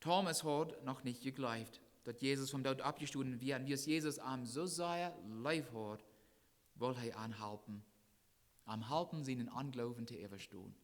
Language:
Plautdietsch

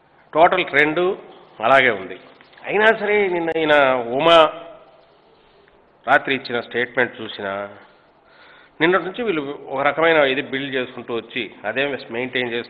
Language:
Telugu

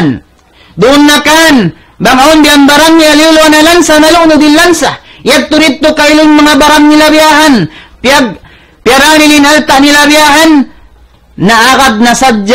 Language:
Tausug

